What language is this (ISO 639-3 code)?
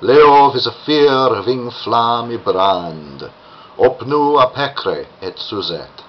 lat